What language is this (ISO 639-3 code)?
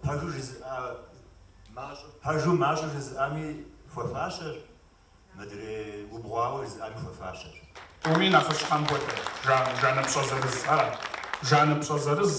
kbd